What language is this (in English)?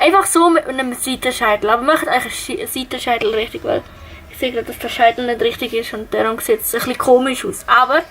Swiss German